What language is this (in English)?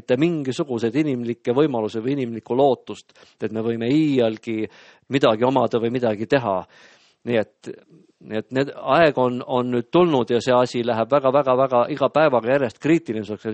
Estonian